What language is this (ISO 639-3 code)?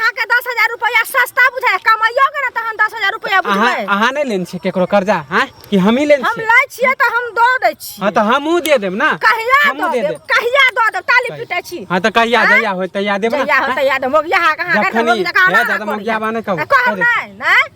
mai